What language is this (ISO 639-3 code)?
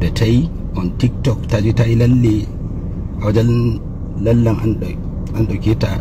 hau